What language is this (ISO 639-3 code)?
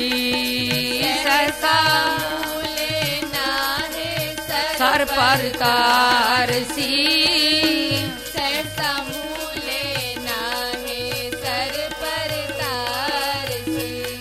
pan